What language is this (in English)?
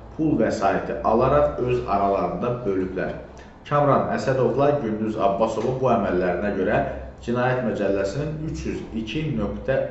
Azerbaijani